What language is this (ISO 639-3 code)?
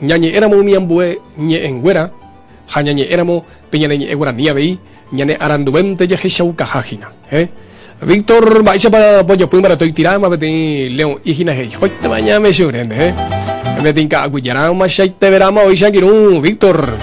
grn